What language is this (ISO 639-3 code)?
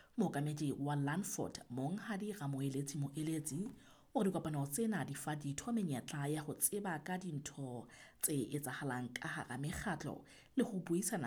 sot